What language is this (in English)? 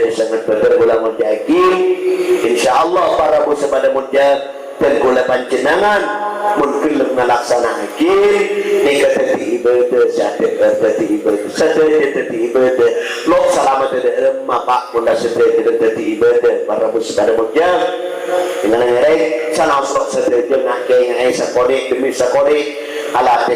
Madurese